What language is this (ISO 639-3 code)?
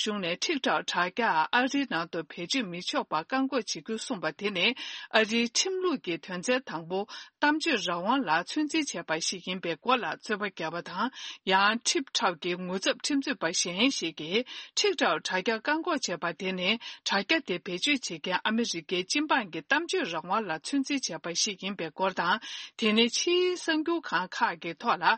bod